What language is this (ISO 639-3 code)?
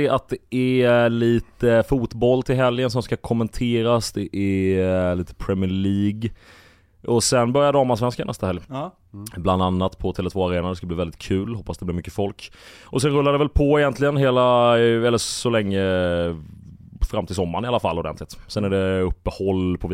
swe